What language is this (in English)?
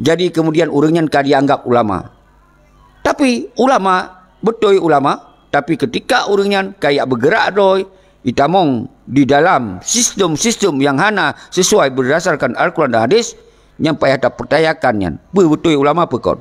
Achinese